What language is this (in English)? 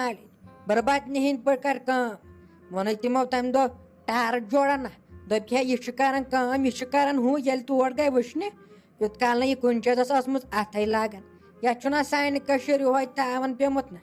Kashmiri